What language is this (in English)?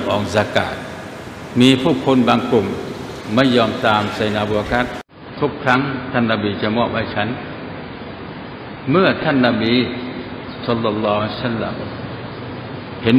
Thai